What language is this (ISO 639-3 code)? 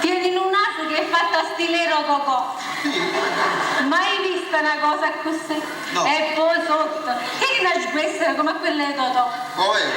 nap